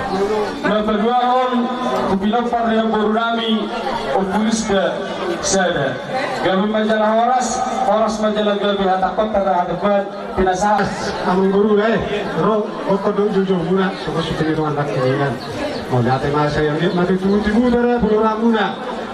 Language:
Batak Toba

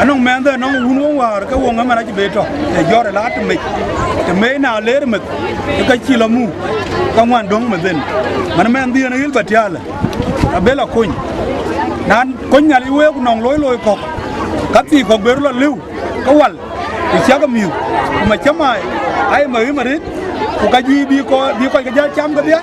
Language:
Dinka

